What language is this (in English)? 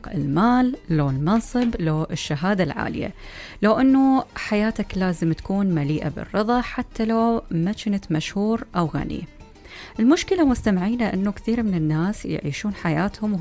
Mesopotamian Arabic